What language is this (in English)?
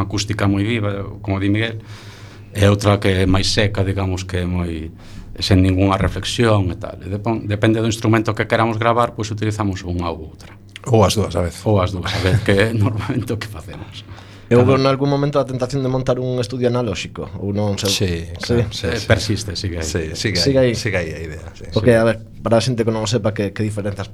Galician